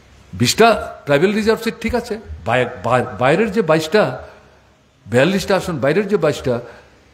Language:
Bangla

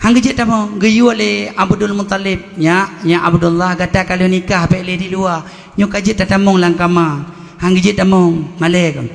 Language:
Achinese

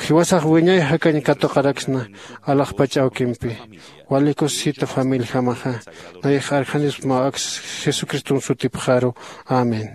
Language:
Aymara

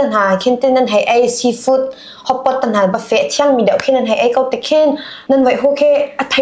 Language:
Hakha Chin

